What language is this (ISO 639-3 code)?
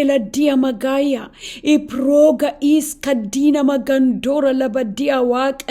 orm